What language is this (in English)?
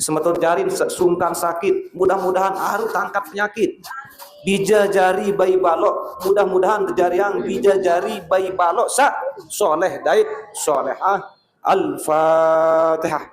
Sasak